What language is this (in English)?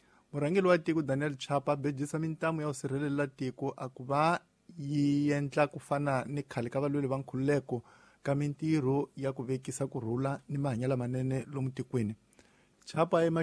Tsonga